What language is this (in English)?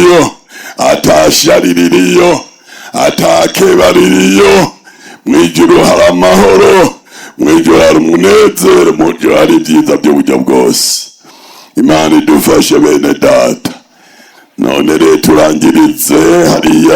Rundi